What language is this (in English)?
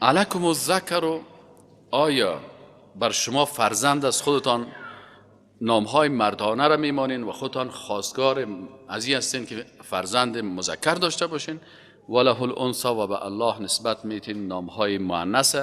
Persian